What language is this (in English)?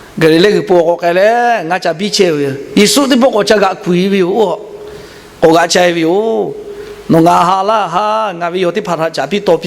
Lahu